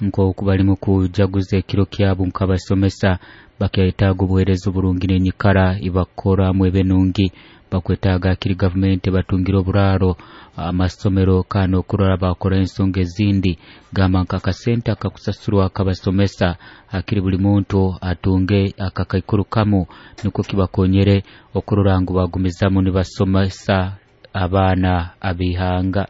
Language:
Nyoro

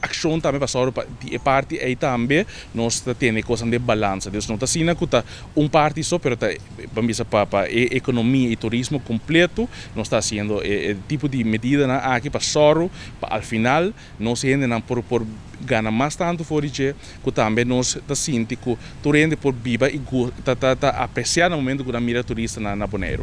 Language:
Papiamento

